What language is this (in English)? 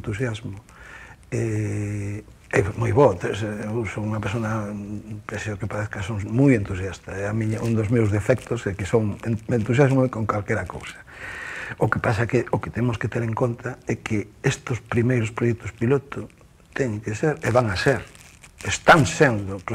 Galician